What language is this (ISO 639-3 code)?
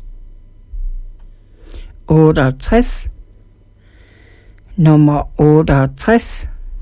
dan